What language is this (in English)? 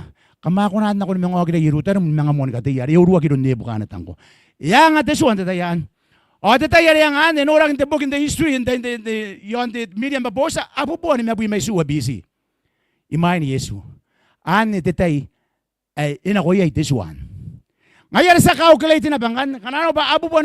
Gilbertese